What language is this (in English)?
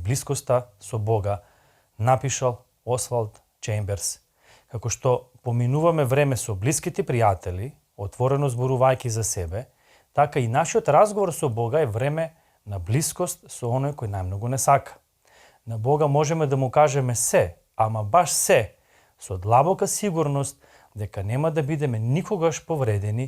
Macedonian